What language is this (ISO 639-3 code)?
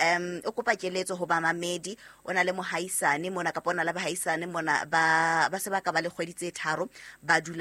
sot